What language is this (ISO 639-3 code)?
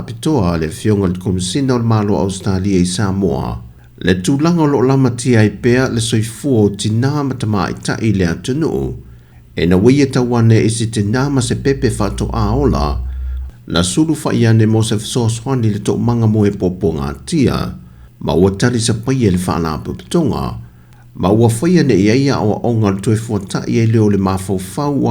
smo